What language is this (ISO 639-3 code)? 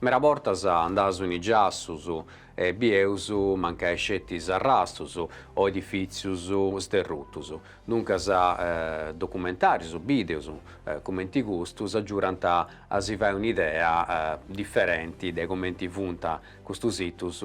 srd